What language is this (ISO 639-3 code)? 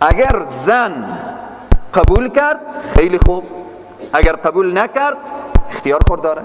fas